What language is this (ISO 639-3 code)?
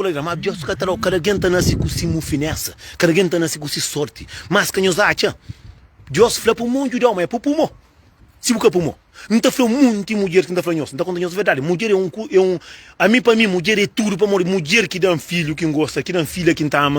kea